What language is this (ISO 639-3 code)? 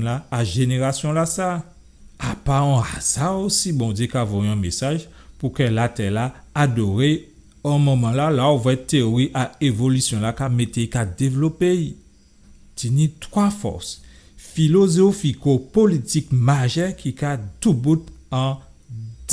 gcf